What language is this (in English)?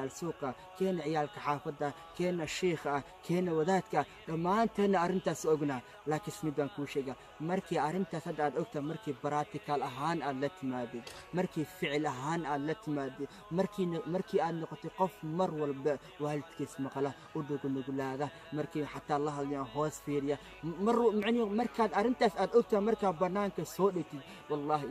Somali